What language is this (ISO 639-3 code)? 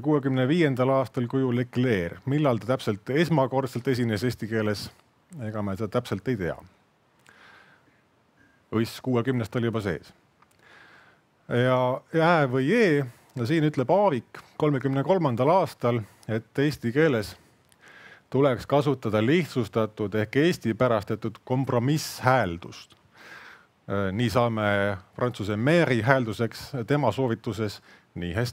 est